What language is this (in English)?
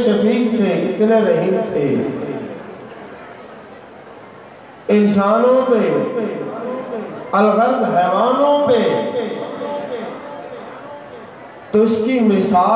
Urdu